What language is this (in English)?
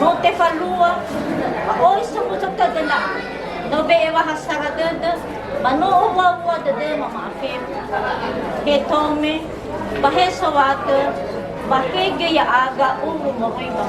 Nias